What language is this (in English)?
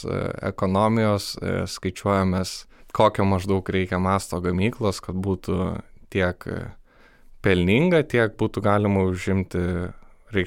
Lithuanian